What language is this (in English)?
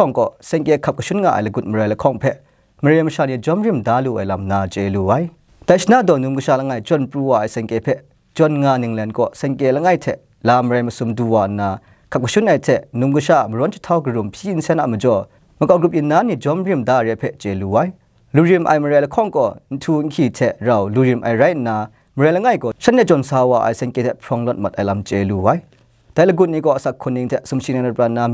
Kachin